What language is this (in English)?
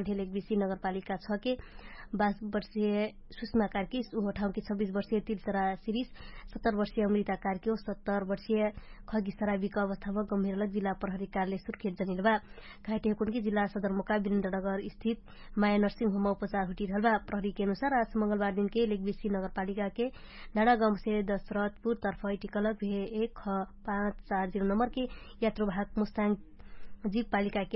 Dangaura Tharu